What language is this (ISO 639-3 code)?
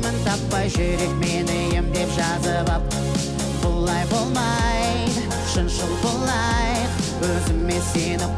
kaz